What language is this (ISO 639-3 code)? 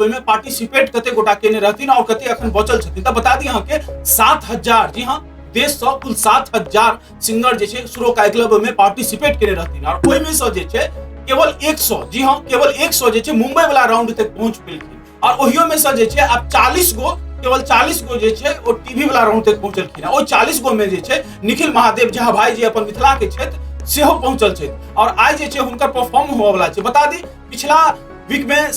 mai